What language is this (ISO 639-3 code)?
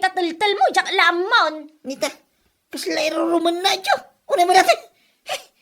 ilo